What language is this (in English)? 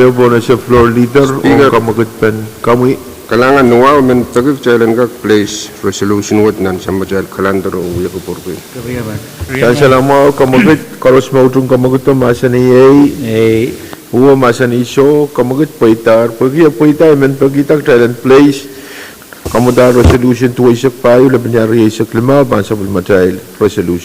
Pohnpeian